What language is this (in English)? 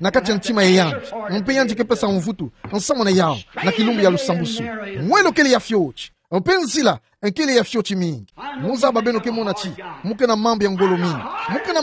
Kituba (Democratic Republic of Congo)